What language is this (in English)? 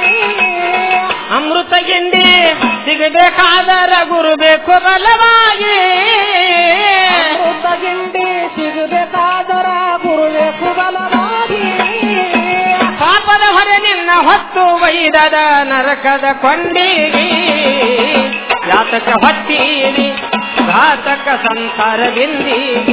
Kannada